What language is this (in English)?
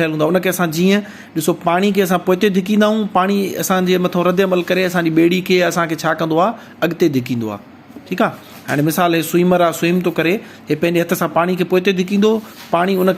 Sindhi